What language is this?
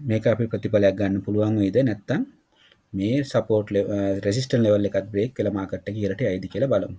Sinhala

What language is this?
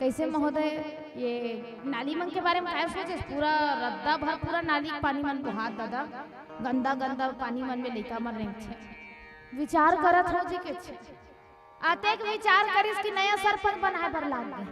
Chhattisgarhi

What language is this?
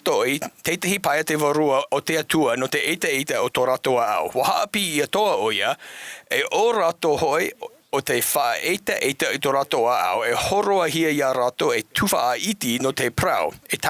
Tahitian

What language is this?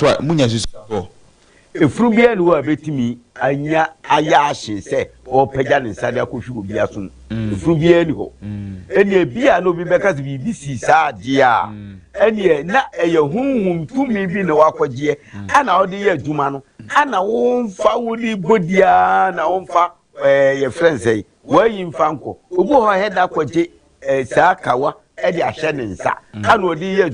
Akan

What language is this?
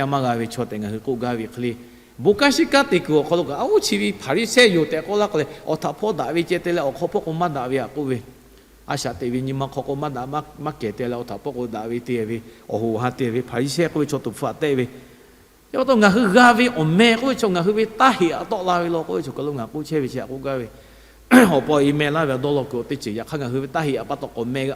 Lahu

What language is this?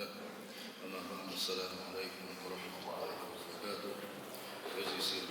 Chechen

